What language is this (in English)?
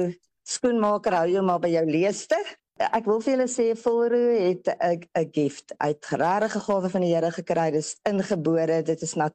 Afrikaans